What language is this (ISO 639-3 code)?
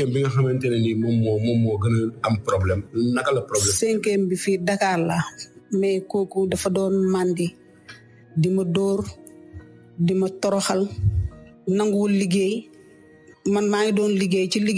wol